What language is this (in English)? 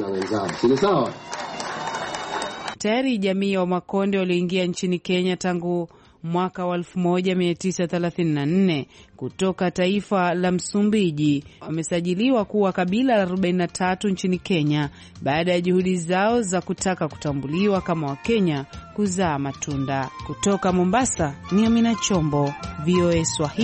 Swahili